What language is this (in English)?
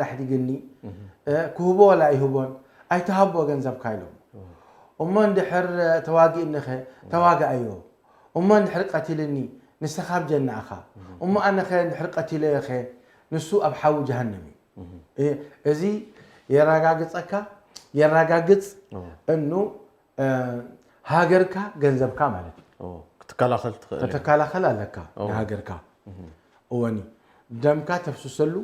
Tigrinya